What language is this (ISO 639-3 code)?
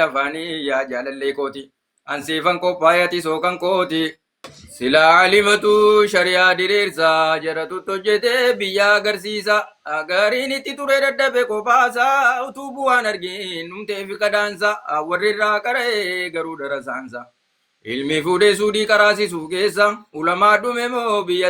orm